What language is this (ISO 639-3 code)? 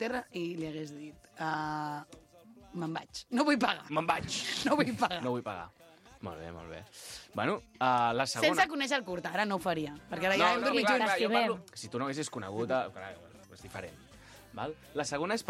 cat